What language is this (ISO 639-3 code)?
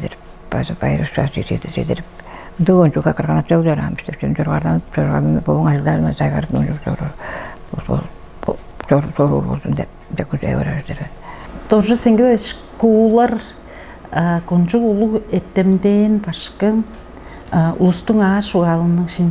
tyv